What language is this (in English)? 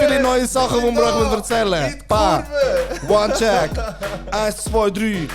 Swiss German